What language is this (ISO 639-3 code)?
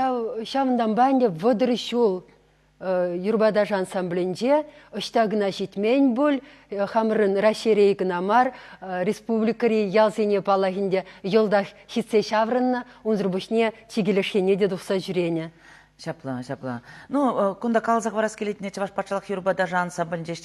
chv